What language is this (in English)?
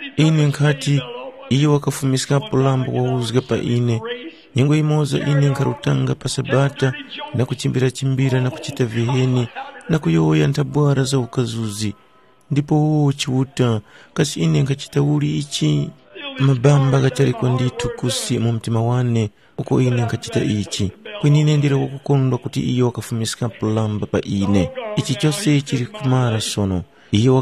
Tumbuka